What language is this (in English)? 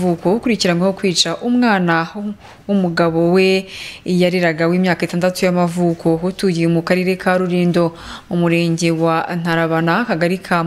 Kinyarwanda